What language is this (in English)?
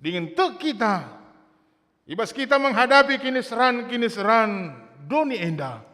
Batak Karo